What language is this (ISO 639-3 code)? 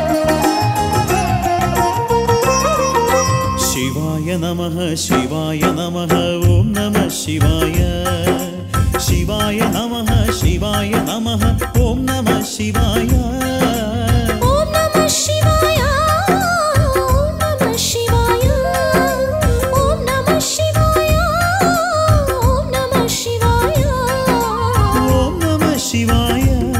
kan